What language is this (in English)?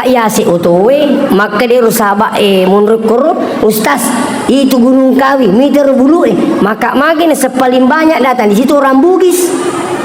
Buginese